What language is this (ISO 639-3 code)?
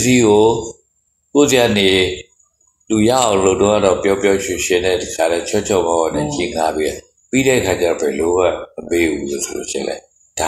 mya